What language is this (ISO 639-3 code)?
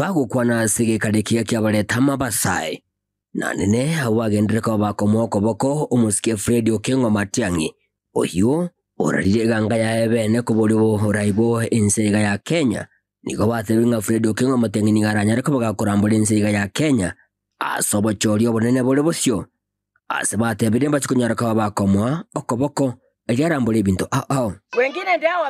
guz